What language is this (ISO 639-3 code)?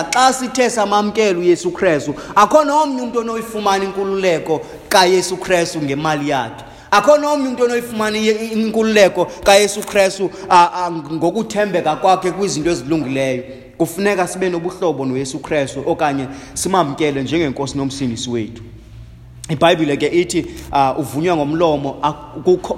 xho